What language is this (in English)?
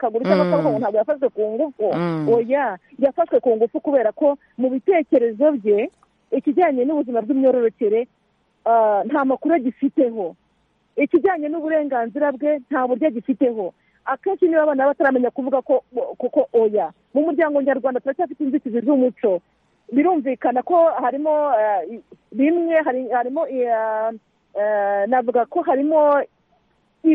Kinyarwanda